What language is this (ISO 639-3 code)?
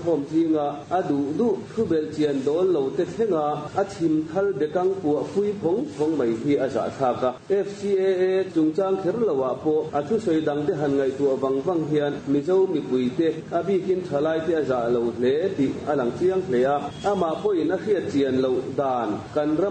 lus